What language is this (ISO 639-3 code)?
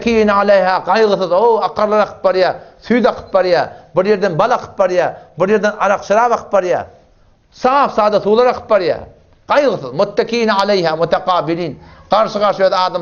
tuk